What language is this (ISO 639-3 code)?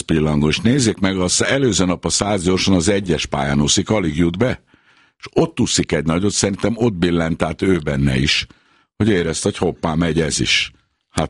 hun